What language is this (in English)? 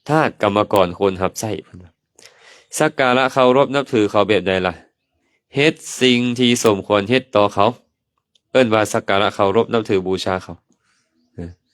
Lao